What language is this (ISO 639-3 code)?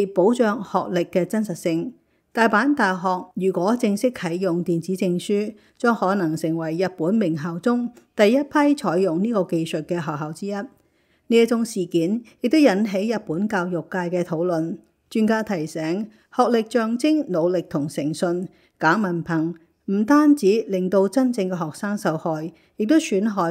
yue